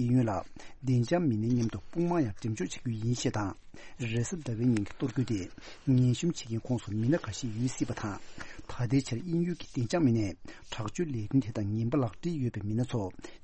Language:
Tibetan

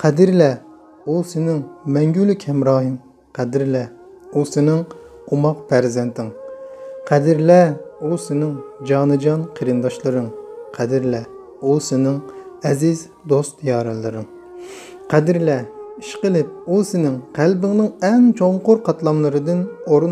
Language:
Uyghur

